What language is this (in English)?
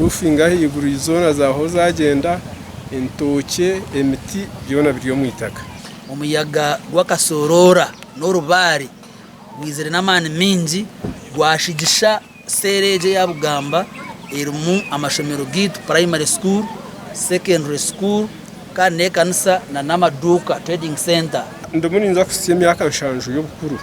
Nyankole